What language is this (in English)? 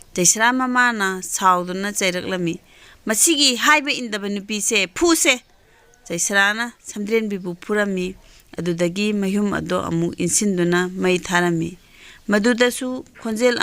Manipuri